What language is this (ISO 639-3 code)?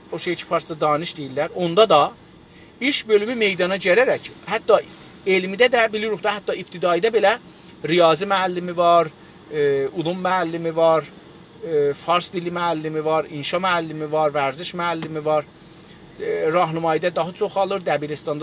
azb